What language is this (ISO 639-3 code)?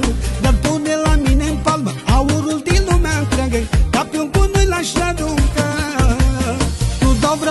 ron